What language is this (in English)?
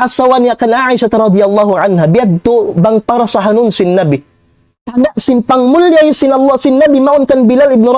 Tausug